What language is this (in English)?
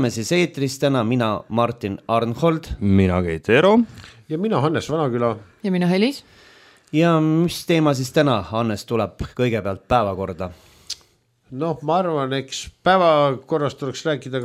Estonian